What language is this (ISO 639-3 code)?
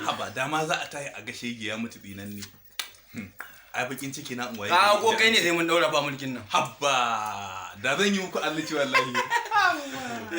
hau